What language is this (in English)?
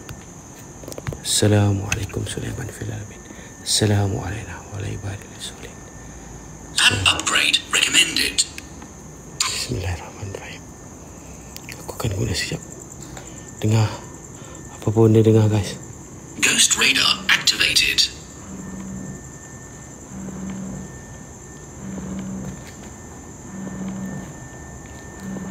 Malay